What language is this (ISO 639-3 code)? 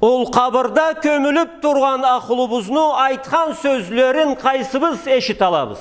krc